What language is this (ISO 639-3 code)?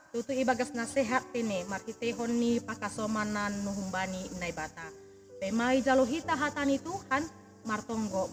bts